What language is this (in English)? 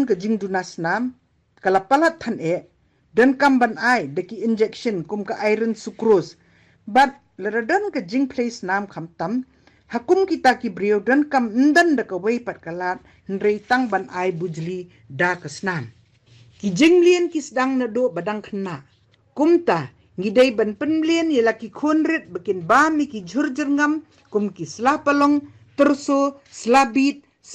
Khasi